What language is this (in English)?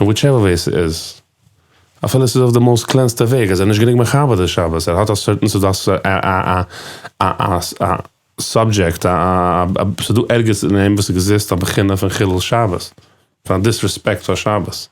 Yiddish